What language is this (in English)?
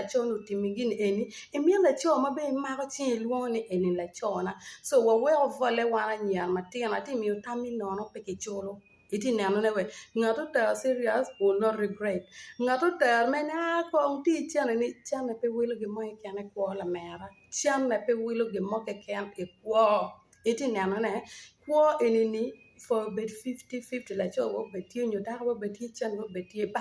Acoli